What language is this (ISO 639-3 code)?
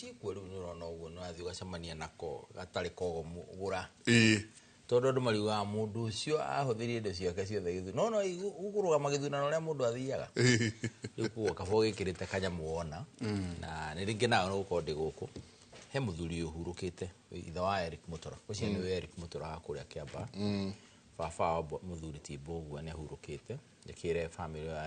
kik